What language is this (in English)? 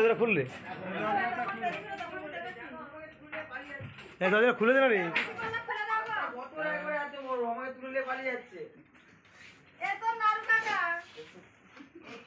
Bangla